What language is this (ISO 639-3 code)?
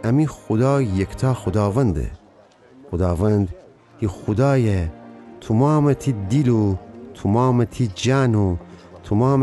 glk